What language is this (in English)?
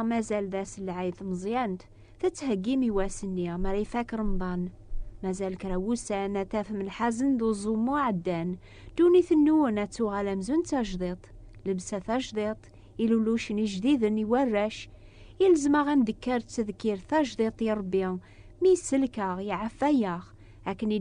Kabyle